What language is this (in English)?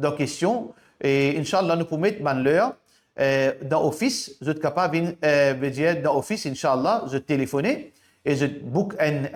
Morisyen